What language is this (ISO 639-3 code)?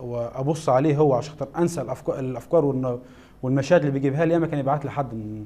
arz